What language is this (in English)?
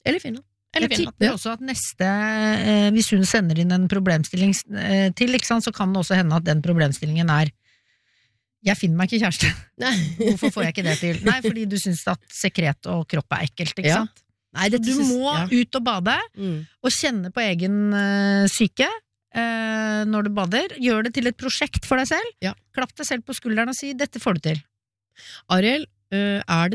Norwegian